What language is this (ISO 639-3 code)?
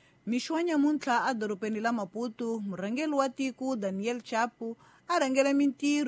tso